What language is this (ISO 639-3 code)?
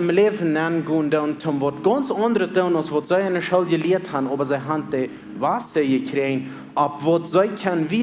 pdt